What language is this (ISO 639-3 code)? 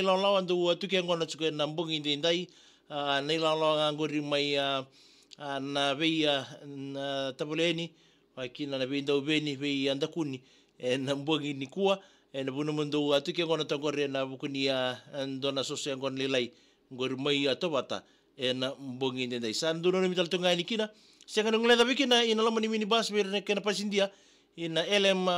fij